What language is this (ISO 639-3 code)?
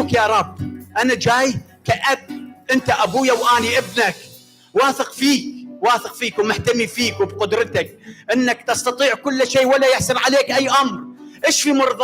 acm